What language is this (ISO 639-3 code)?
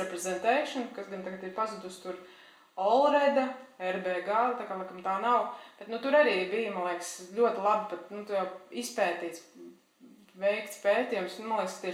lav